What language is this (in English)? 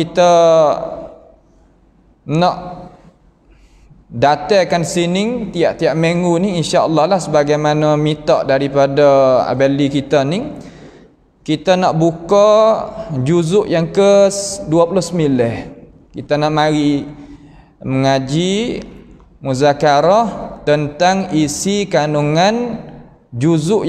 Malay